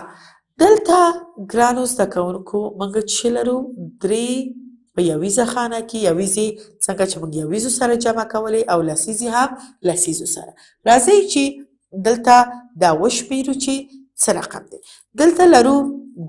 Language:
Pashto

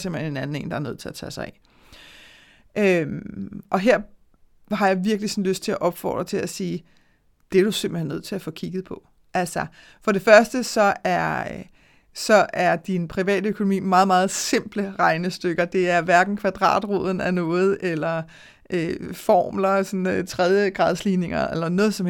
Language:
Danish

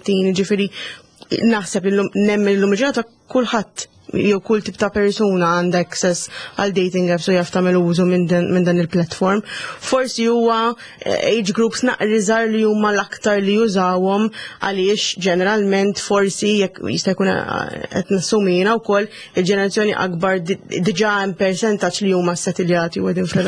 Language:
Maltese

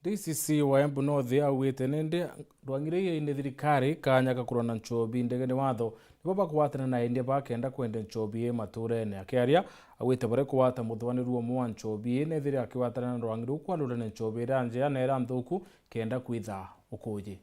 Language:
Meru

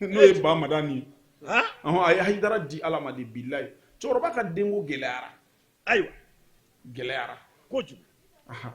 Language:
Bambara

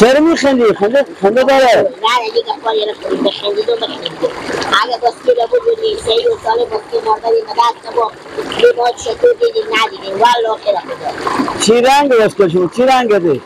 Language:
Persian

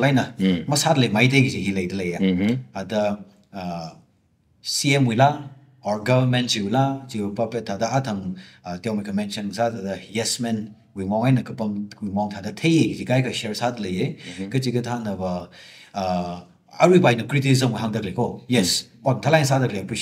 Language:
Tangkhul Naga (India)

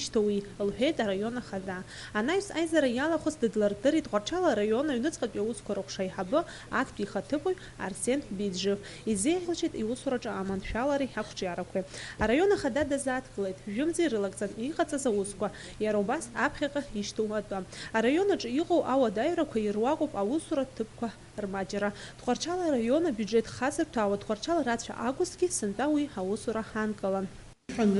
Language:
Abkhazian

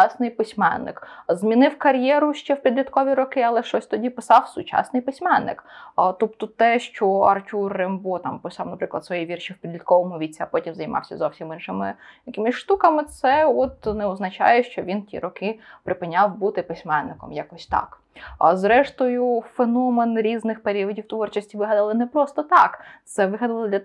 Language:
Ukrainian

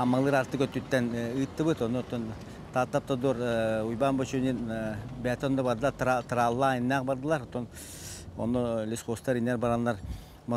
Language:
Yakut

